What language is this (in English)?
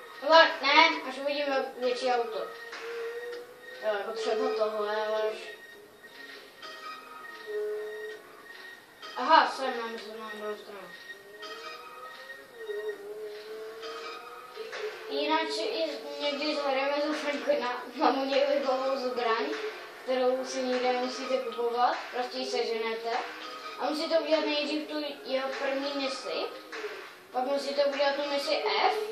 Czech